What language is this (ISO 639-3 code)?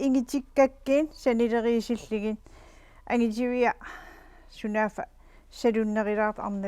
kal